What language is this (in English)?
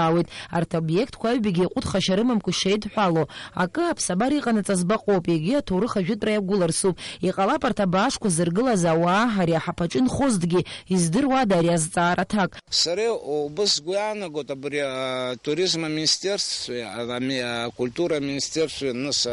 Abkhazian